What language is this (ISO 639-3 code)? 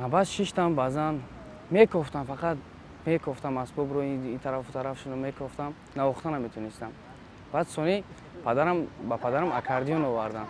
tgk